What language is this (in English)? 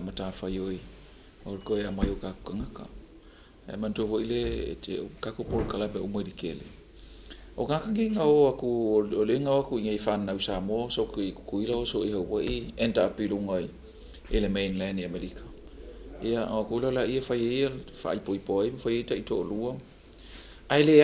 Samoan